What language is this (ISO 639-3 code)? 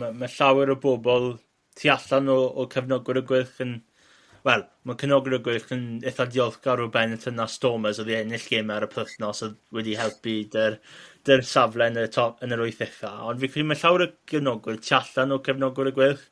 cym